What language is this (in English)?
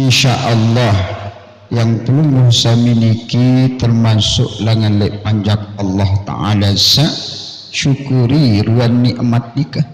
Sasak